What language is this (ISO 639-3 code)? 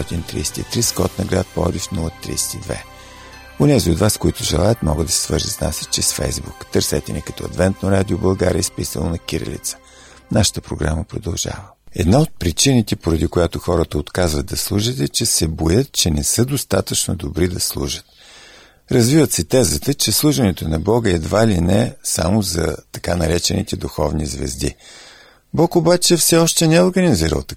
bul